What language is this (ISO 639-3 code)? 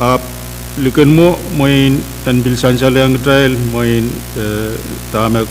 pon